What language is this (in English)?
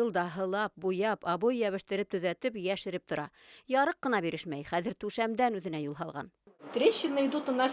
Bashkir